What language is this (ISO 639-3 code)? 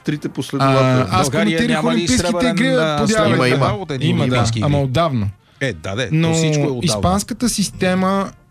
bul